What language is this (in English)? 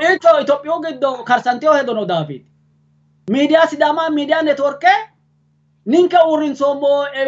Sidamo